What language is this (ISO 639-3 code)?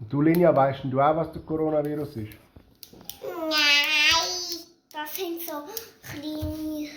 gsw